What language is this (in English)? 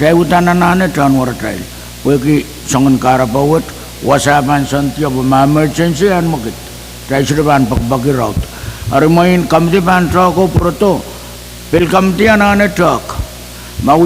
Pohnpeian